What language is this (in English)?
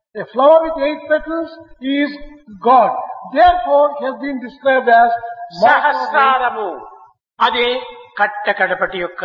Telugu